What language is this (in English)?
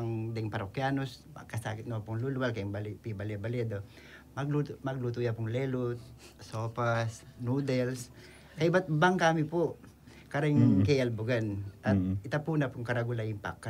Pampanga